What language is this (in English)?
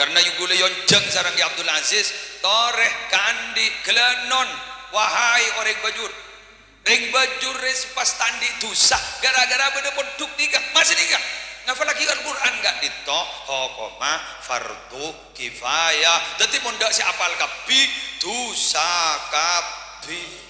Madurese